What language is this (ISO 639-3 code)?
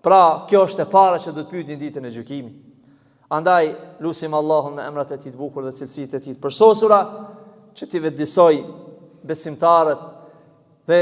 sqi